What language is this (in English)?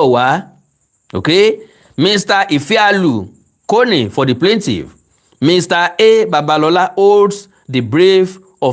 Yoruba